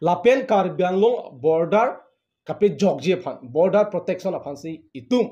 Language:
Karbi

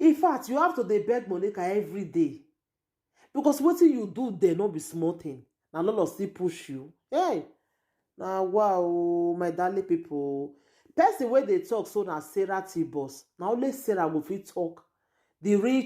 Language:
Nigerian Pidgin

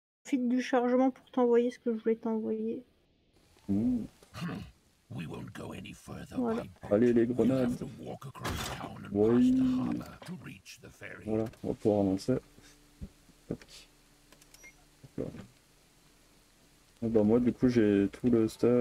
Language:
French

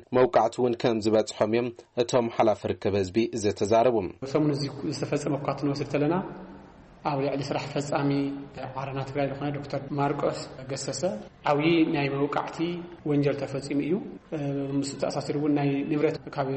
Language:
Tigrinya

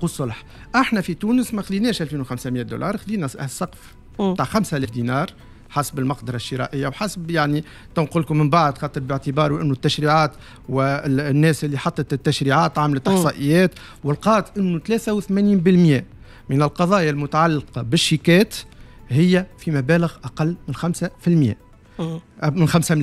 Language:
Tunisian Arabic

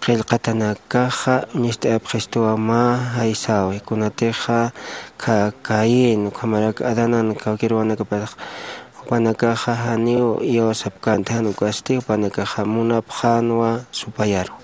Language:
Aymara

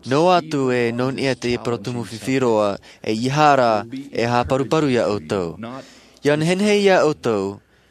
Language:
Tahitian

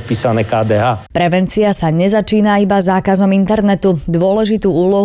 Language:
Slovak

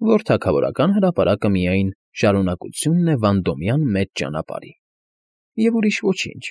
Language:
Armenian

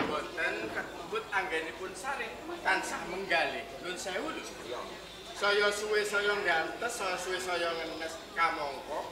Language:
Javanese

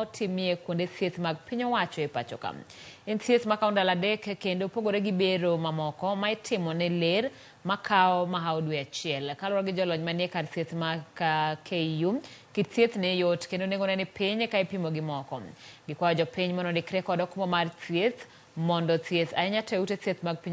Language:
Luo (Kenya and Tanzania)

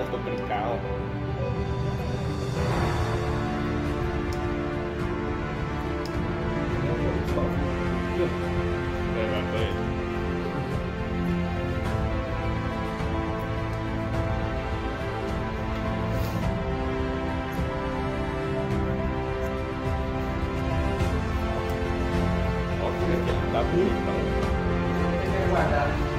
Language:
Portuguese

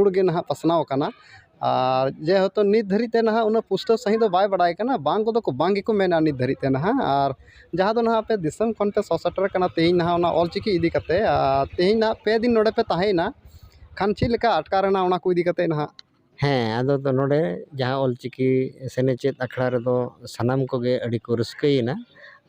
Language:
Santali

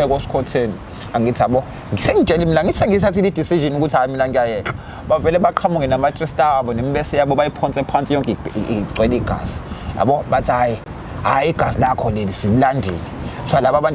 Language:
Zulu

